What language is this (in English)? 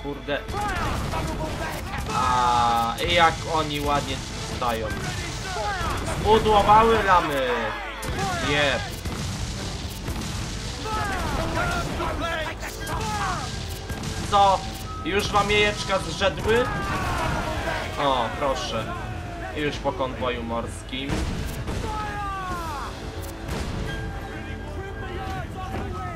Polish